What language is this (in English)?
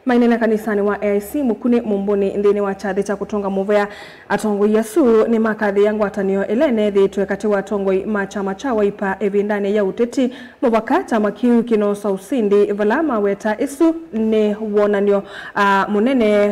Kamba